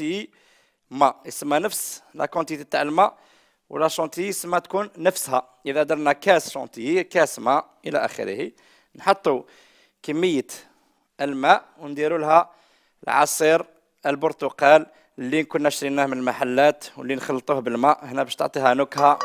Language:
Algerian Arabic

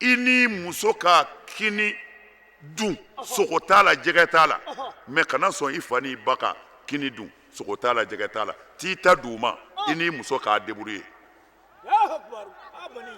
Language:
Bambara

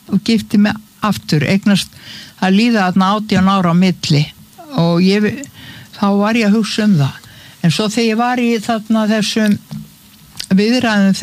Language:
Icelandic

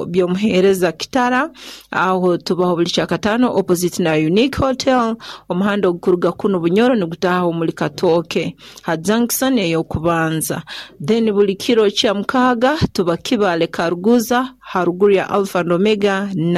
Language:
Nyoro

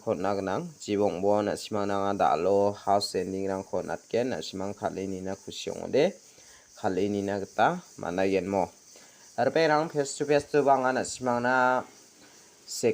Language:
Garo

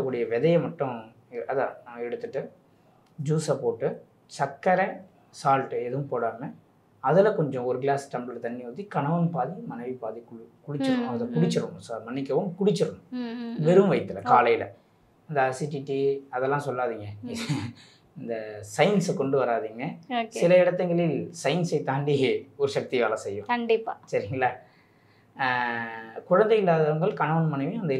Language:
Tamil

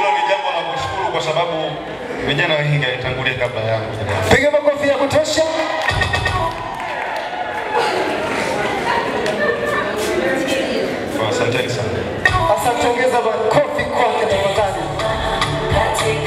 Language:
Swahili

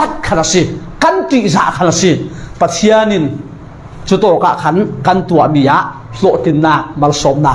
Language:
Falam Chin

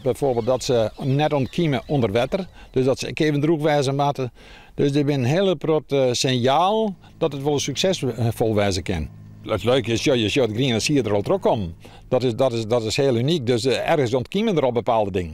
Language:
Western Frisian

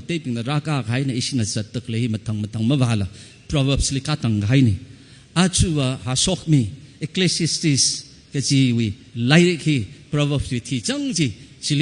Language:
Tangkhul Naga (India)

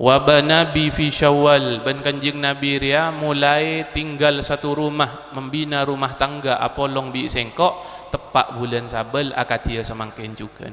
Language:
Madurese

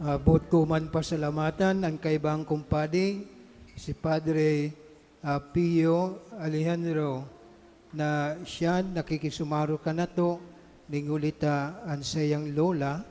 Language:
Bikol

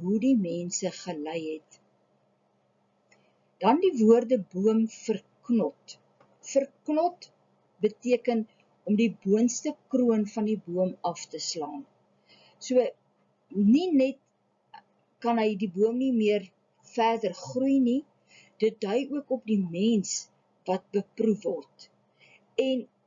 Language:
Afrikaans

